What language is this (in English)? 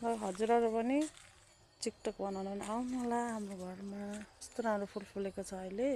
Nepali